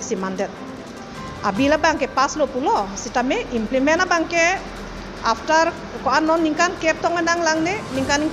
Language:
Karbi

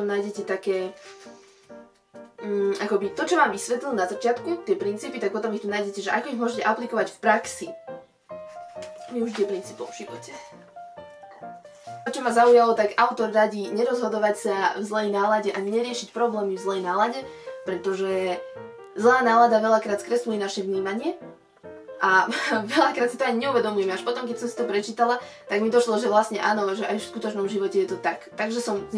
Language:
Slovak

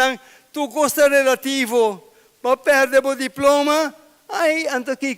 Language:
Papiamento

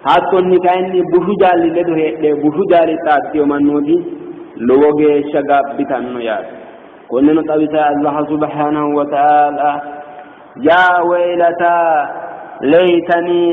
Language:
Sidamo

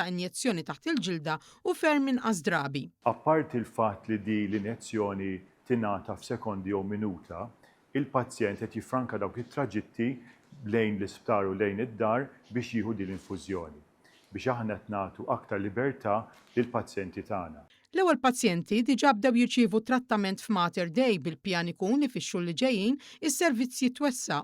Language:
Maltese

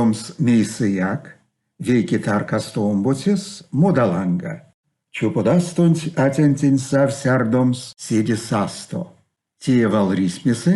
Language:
Erzya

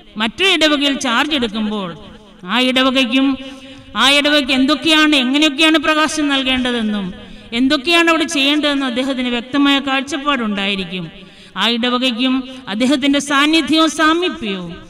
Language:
Malayalam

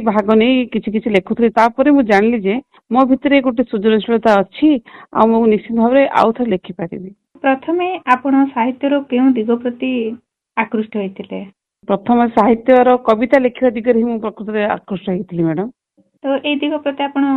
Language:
Odia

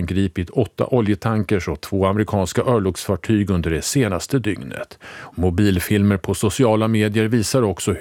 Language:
Swedish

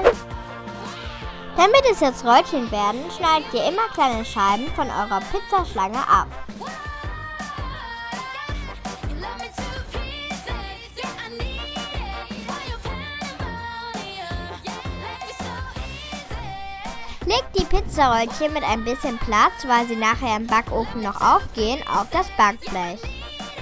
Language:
German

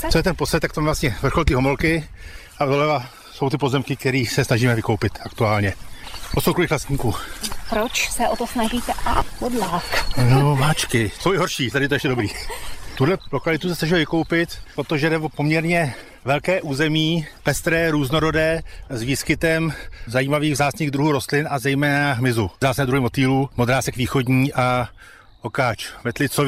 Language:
Czech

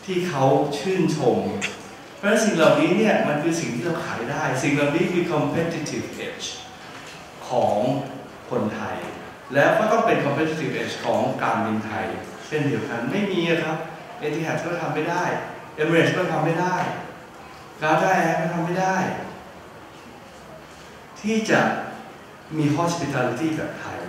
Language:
Thai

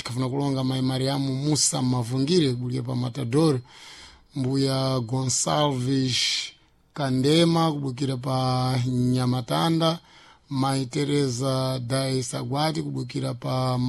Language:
Sena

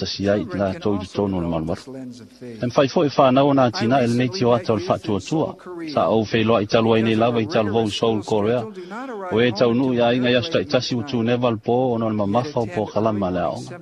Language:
Samoan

